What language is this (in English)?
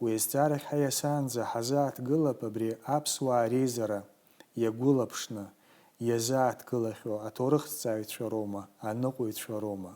Abkhazian